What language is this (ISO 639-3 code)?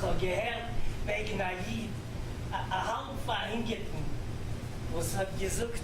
yid